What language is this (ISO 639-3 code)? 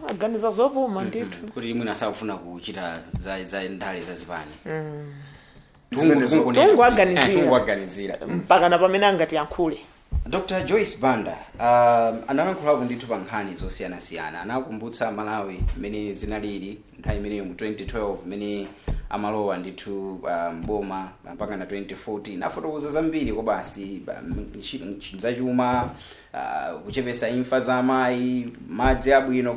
nya